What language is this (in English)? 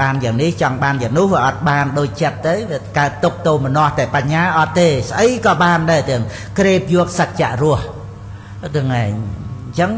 Khmer